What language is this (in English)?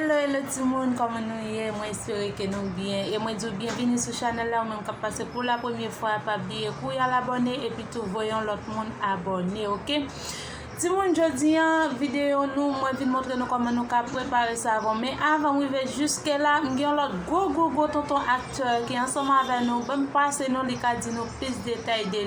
Haitian Creole